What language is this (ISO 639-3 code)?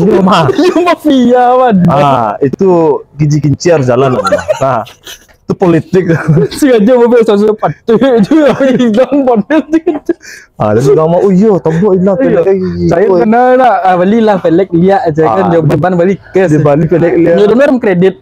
min